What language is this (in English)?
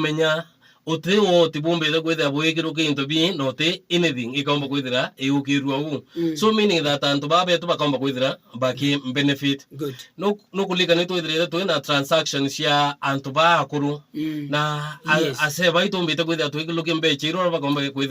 Meru